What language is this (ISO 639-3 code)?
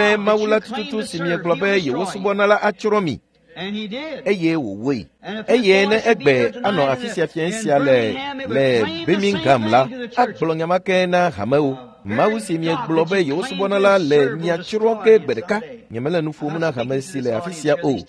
ewe